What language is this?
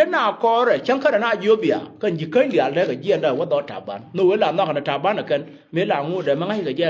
Nuer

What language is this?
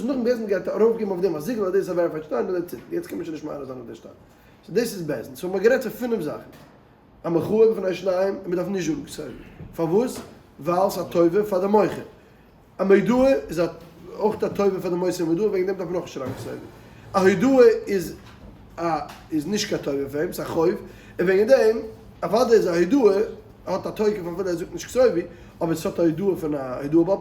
Yiddish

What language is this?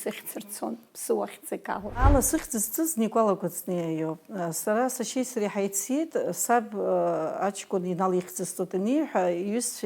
Abkhazian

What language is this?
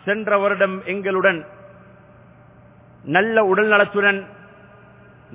Tamil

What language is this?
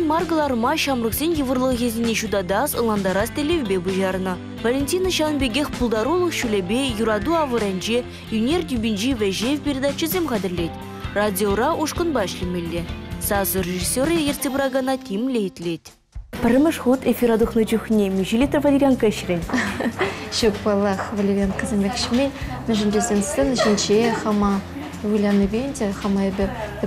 Chuvash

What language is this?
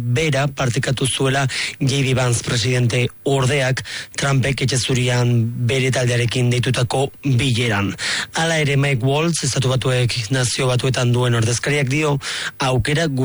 Basque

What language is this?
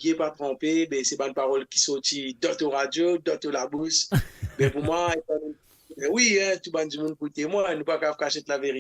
Morisyen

